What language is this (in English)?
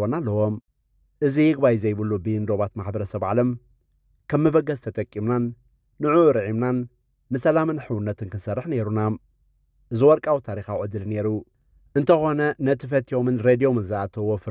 Tigrinya